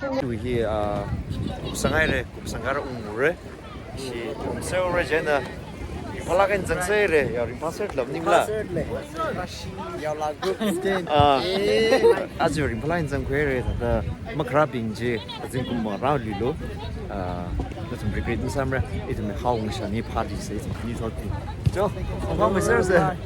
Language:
Tangkhul Naga (India)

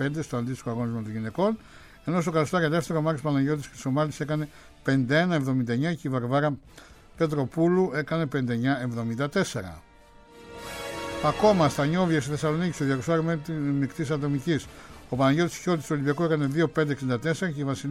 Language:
Greek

